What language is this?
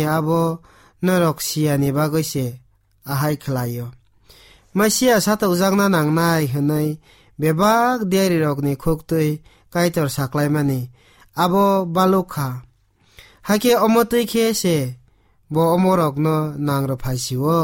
Kok Borok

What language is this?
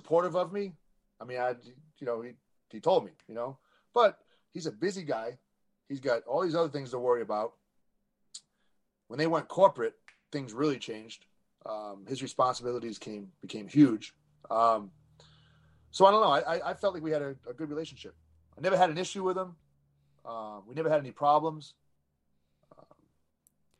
English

